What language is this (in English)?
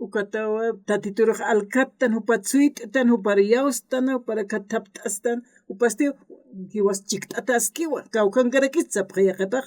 Aymara